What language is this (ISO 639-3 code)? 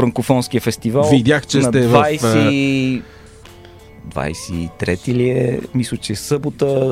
bul